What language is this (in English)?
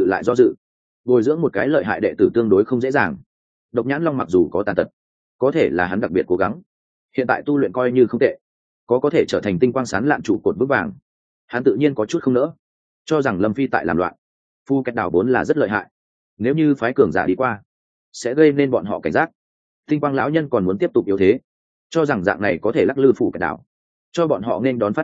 Vietnamese